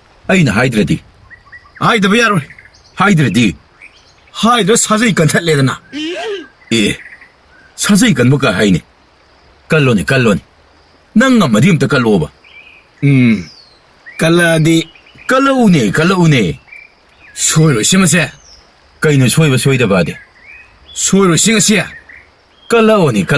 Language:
Manipuri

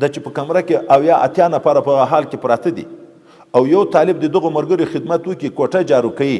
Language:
Pashto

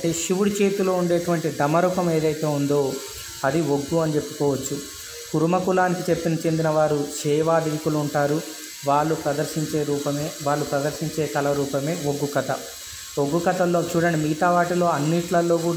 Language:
Telugu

